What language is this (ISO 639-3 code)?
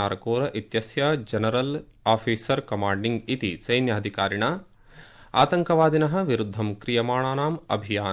san